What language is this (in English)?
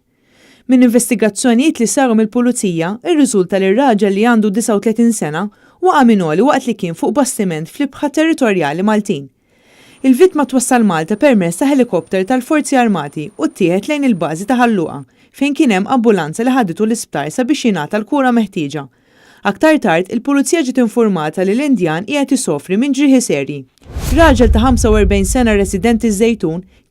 Maltese